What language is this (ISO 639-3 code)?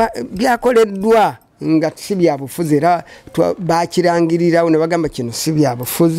lug